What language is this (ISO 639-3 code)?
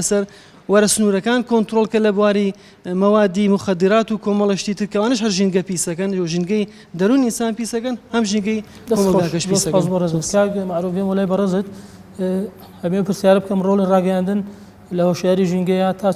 ckb